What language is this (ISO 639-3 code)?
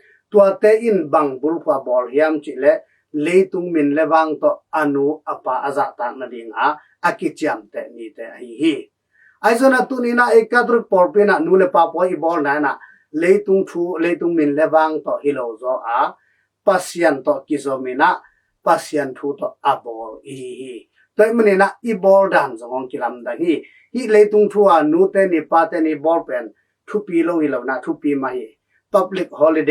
ctd